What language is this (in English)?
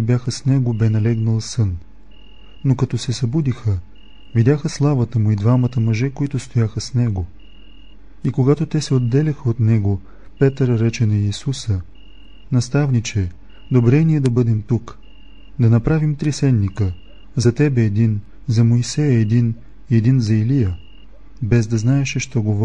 Bulgarian